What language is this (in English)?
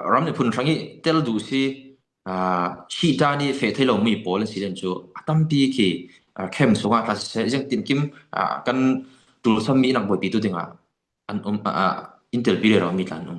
Falam Chin